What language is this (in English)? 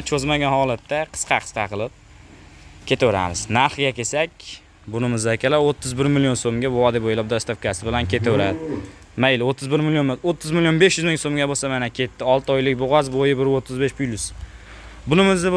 Uzbek